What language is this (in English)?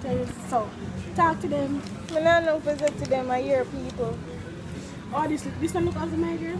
Jamaican Creole English